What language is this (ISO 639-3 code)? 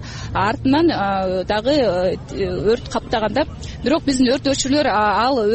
kir